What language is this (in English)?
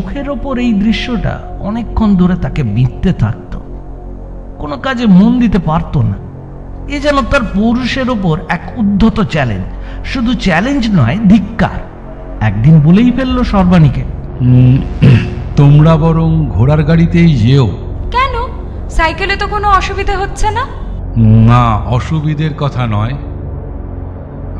Bangla